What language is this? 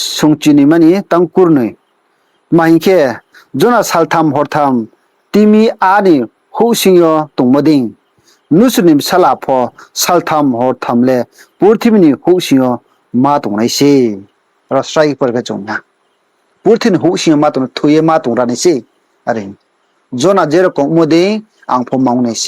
Riang (India)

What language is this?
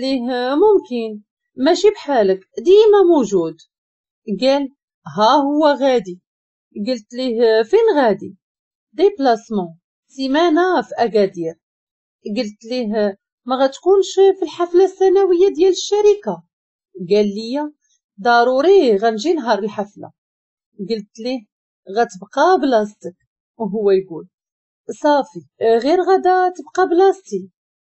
Moroccan Arabic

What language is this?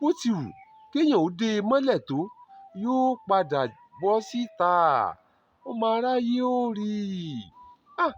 Yoruba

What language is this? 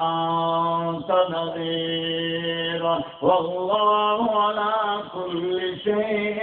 Baluchi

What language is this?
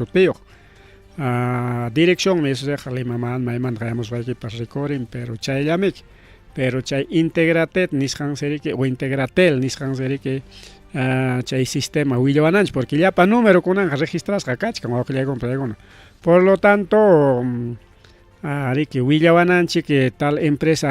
Ayacucho Quechua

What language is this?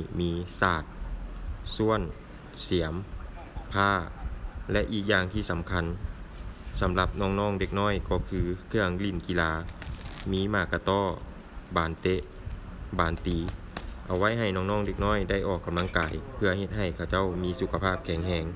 Lao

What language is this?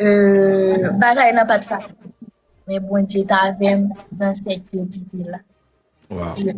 Haitian Creole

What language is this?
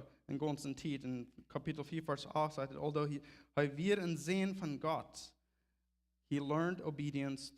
Plautdietsch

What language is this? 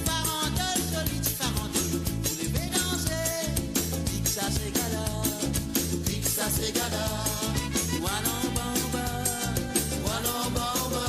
Morisyen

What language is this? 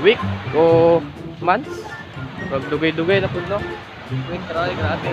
Cebuano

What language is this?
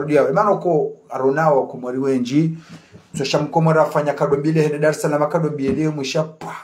Ngazidja Comorian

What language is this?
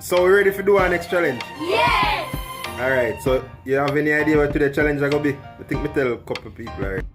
Jamaican Creole English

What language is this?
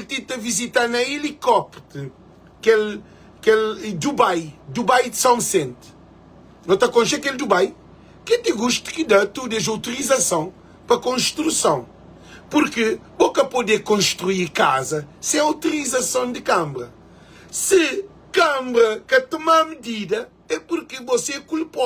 Kabuverdianu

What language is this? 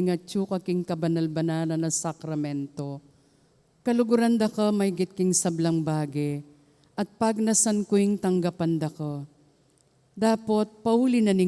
Pampanga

